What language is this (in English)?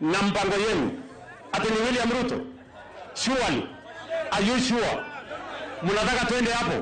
Luo (Kenya and Tanzania)